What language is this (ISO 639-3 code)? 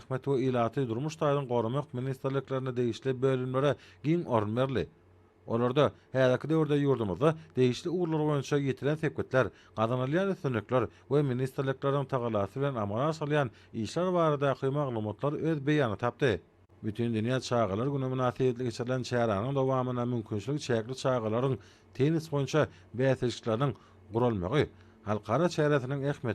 tuk